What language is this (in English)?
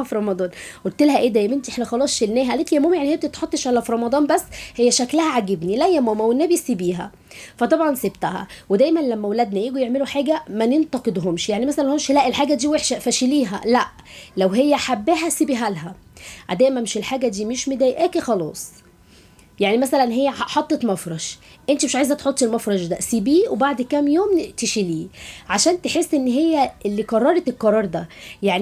Egyptian Arabic